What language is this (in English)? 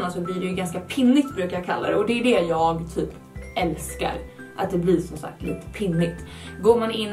Swedish